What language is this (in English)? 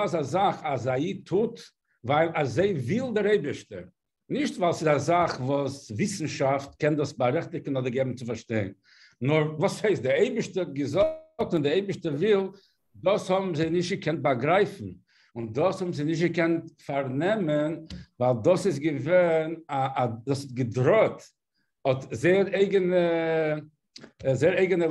Yiddish